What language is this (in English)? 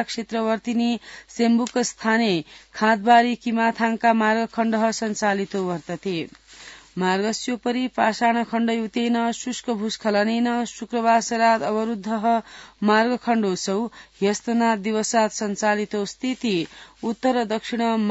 Sanskrit